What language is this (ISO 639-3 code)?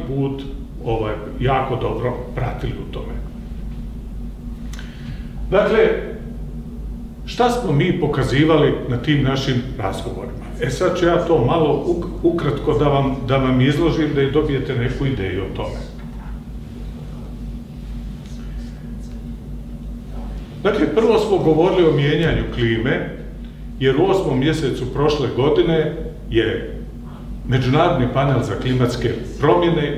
hrv